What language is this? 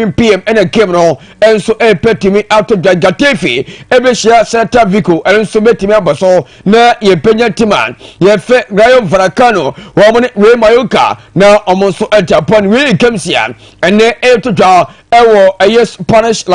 Akan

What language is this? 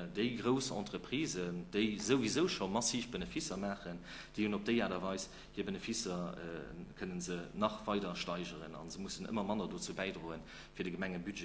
Luxembourgish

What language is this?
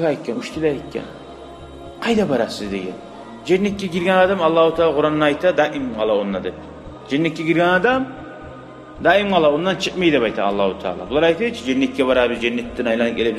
Kumyk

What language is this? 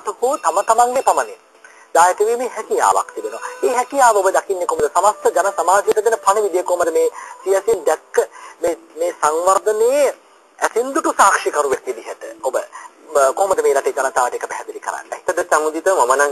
Sinhala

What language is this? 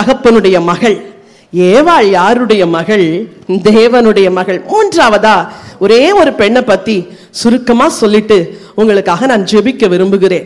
Tamil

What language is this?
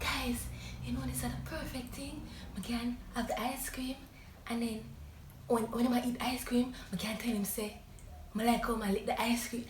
Jamaican Creole English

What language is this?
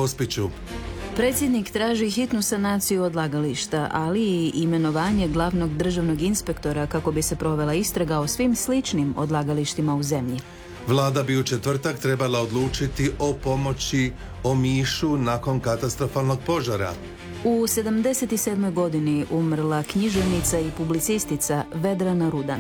Croatian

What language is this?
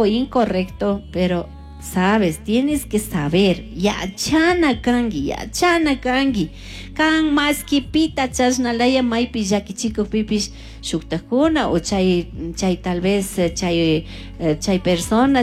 Chimborazo Highland Quichua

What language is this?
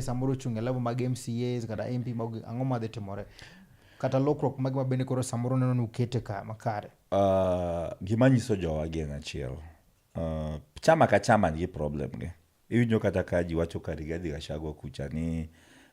Luo (Kenya and Tanzania)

